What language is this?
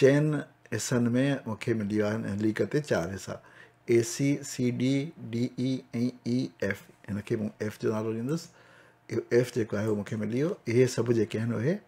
Sindhi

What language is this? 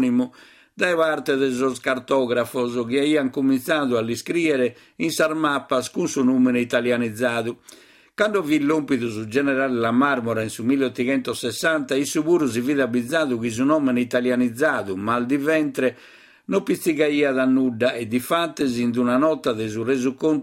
Sardinian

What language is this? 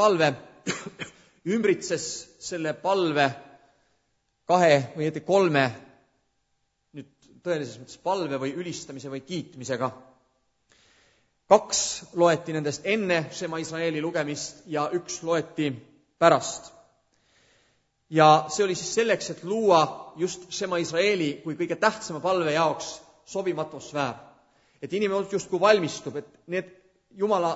Estonian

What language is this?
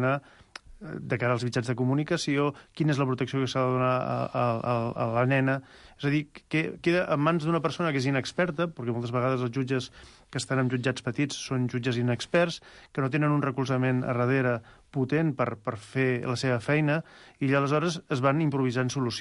Catalan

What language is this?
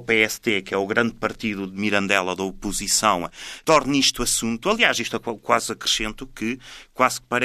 Portuguese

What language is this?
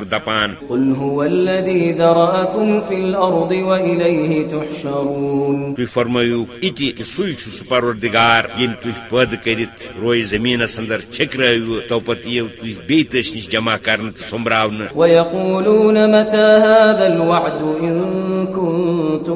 Kashmiri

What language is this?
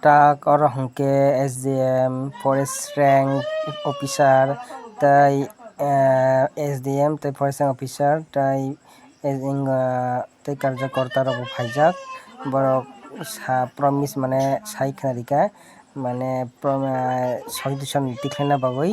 Kok Borok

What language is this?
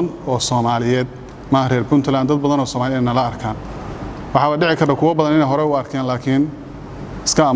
Somali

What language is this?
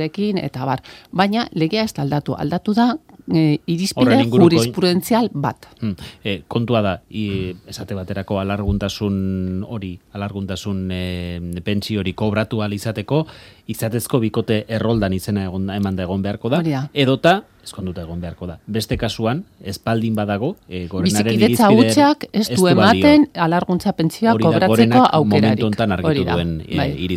Basque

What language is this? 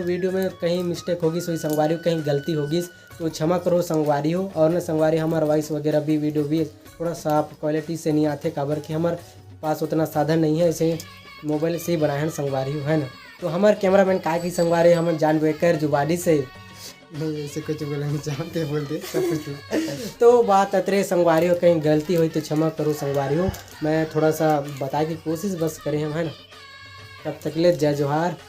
Chhattisgarhi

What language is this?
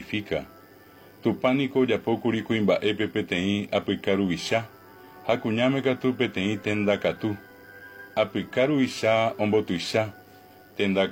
Guarani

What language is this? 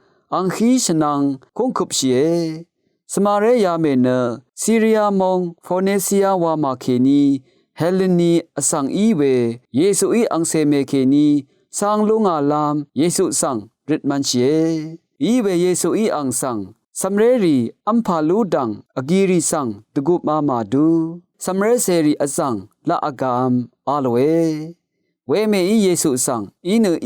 Rawang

